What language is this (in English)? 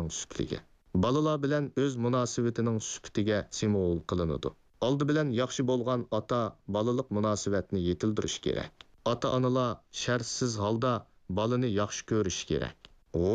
Uyghur